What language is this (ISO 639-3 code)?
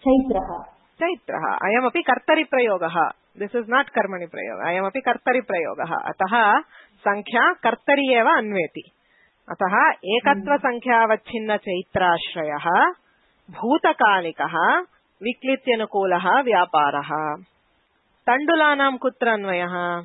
san